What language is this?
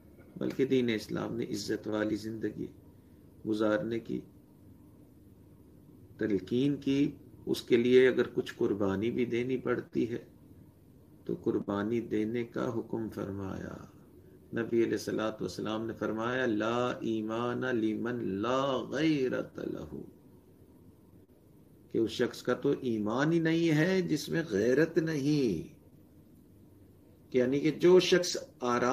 Urdu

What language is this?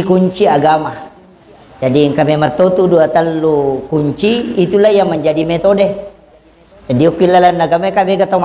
Buginese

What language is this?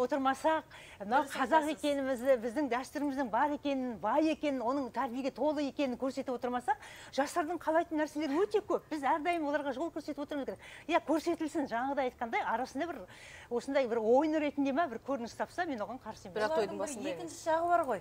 Kazakh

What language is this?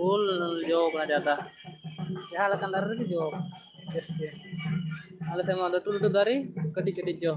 Santali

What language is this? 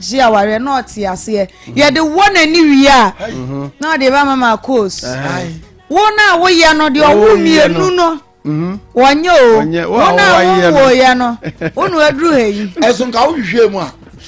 Akan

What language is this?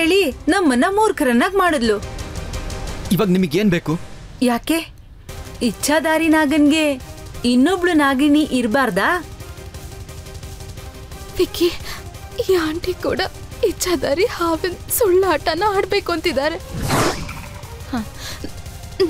Kannada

